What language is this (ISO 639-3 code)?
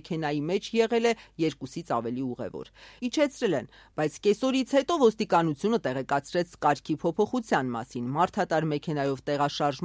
hye